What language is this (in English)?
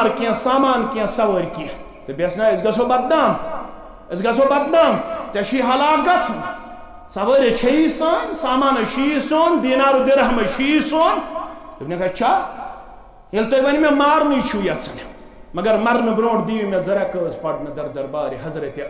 Kashmiri